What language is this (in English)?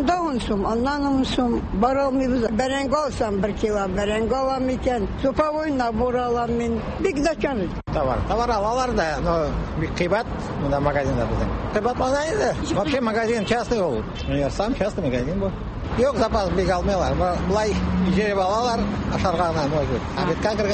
Tatar